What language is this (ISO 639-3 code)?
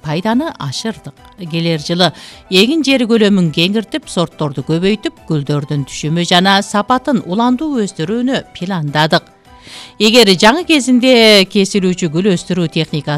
kir